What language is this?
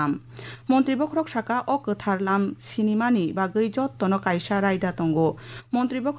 Kok Borok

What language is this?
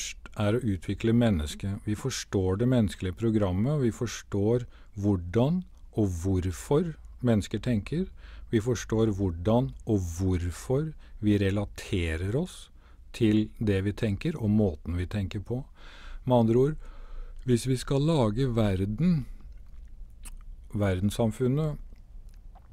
Norwegian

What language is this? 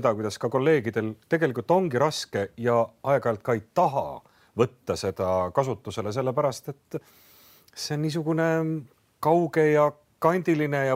Estonian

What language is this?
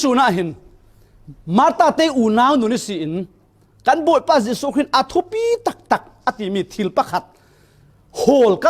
Falam Chin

